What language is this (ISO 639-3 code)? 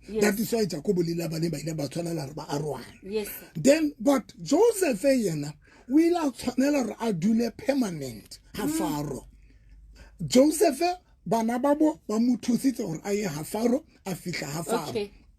sot